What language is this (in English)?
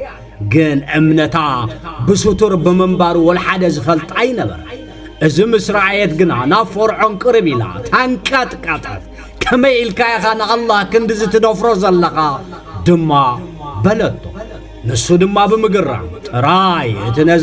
Tigrinya